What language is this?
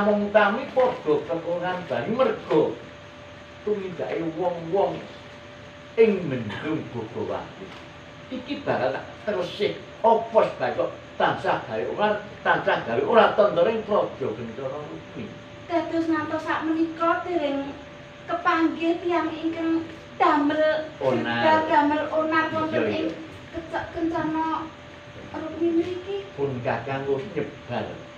Javanese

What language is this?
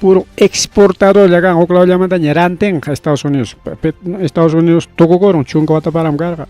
Ayacucho Quechua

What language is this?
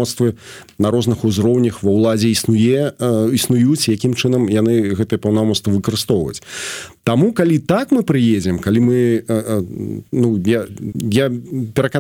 Belarusian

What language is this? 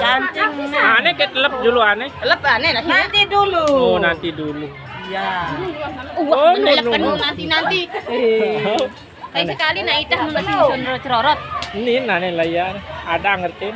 Sasak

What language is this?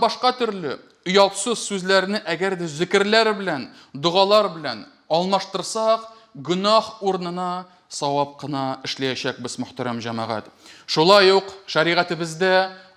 Tatar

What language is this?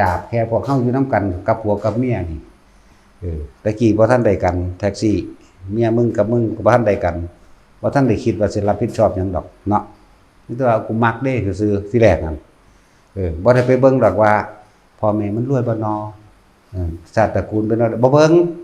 Northeastern Thai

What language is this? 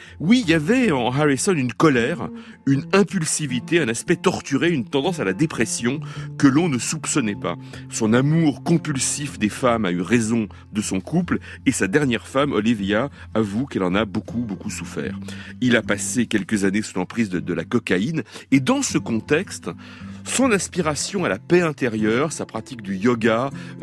French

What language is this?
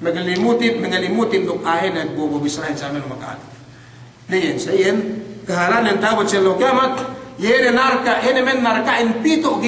Yakan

